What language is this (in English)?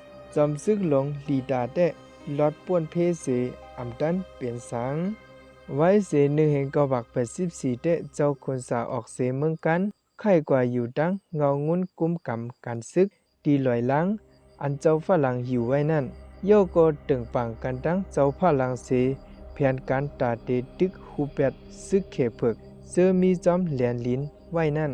Shan